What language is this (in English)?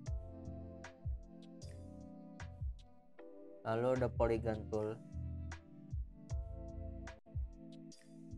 Indonesian